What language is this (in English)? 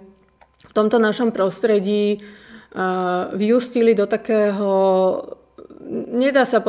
Slovak